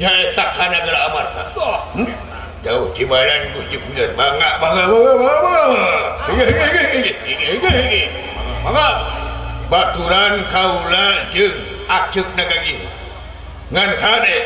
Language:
Sundanese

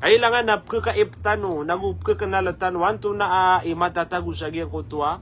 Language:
Maranao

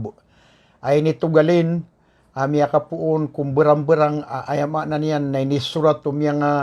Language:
Maranao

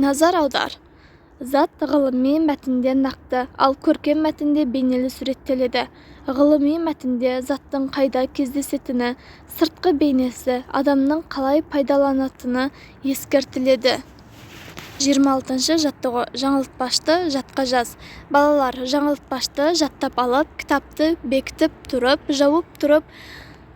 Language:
Kazakh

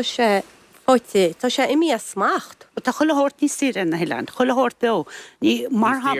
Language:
Irish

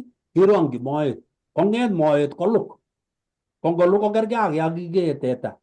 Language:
Kalenjin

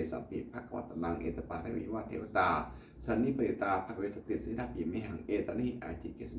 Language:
Pali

